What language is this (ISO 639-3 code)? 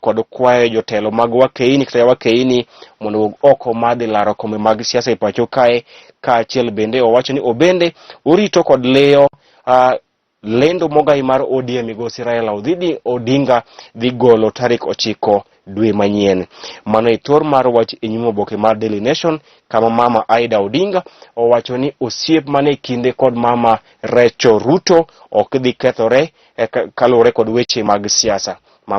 luo